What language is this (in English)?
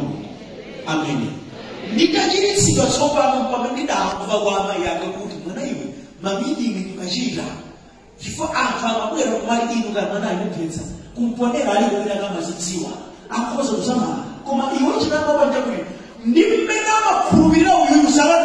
Nyanja